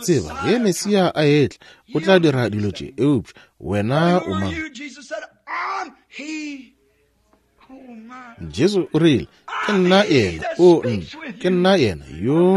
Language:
Northern Sotho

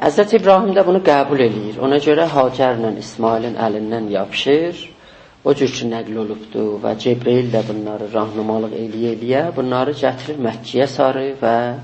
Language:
South Azerbaijani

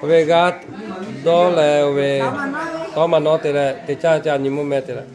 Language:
Lahu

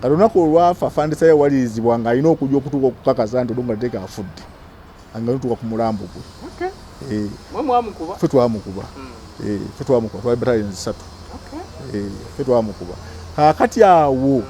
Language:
Ganda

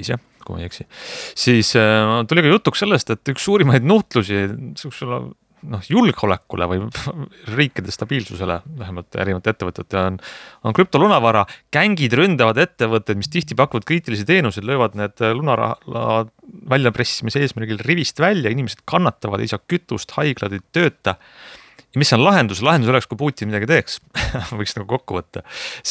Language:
Estonian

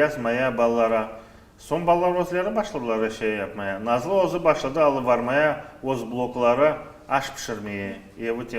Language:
Crimean Tatar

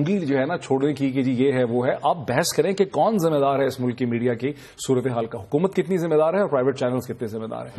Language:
Urdu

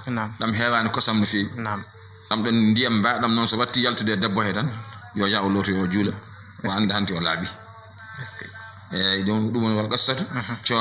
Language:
Fula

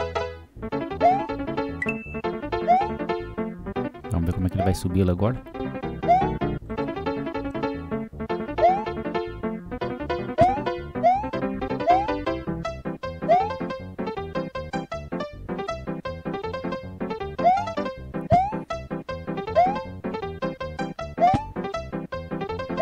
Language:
Portuguese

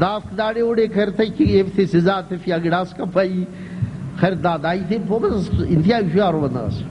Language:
Brahui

